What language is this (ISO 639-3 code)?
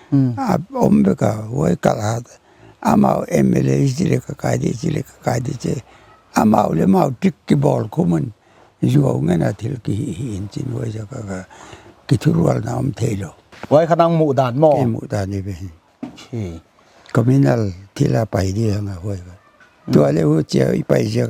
pck